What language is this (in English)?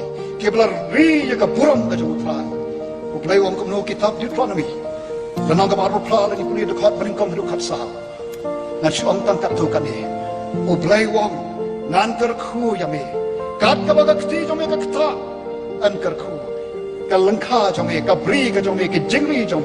Khasi